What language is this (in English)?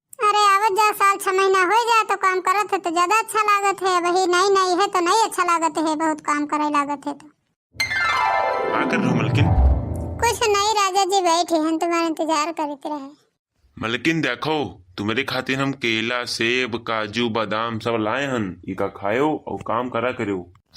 Awadhi